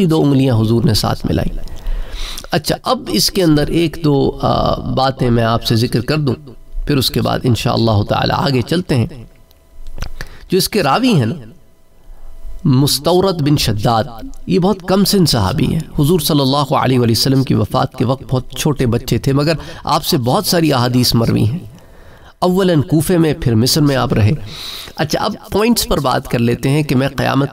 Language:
Urdu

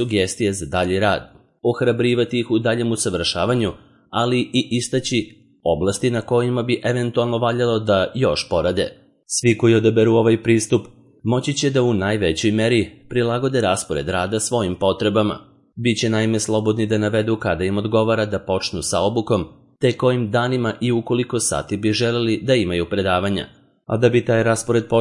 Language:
Serbian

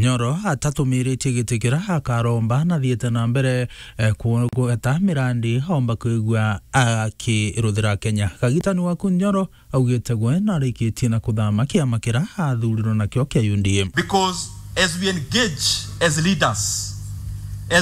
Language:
Meru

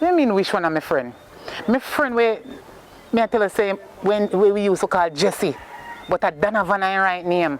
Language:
Jamaican Creole English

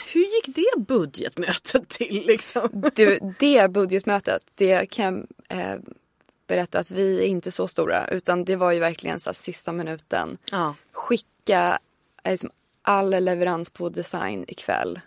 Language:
Swedish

